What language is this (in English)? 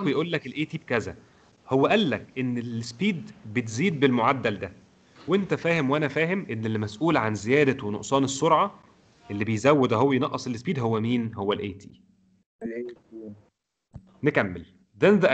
Egyptian Arabic